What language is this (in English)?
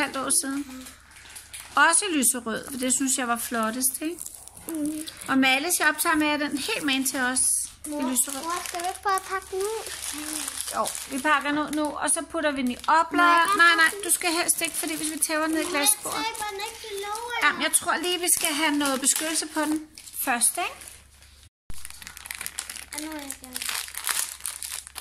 Danish